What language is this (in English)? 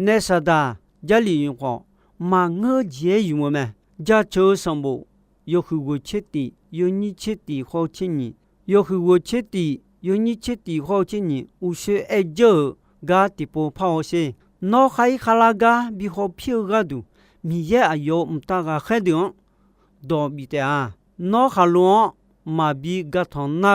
Akha